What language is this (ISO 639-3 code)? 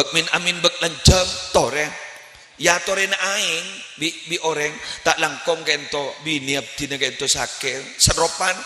mad